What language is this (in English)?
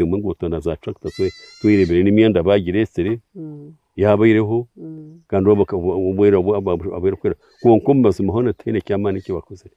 Nyankole